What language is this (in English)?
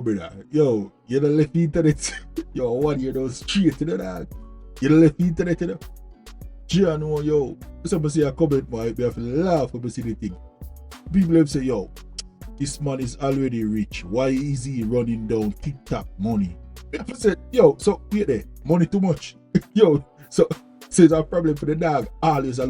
Jamaican Creole English